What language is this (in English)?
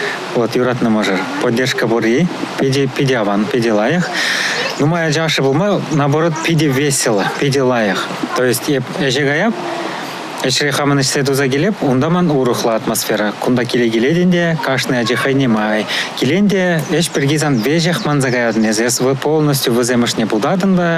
Chuvash